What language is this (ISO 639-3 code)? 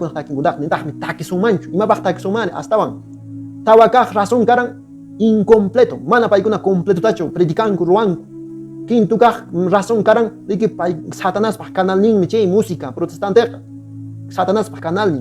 que